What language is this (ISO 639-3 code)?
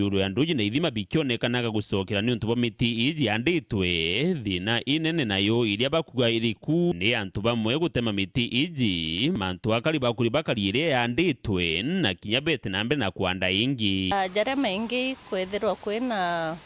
mer